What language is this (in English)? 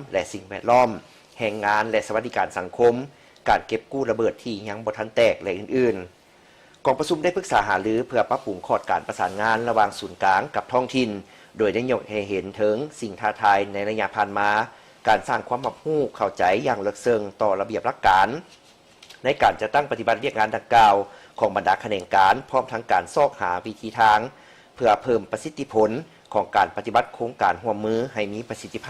Lao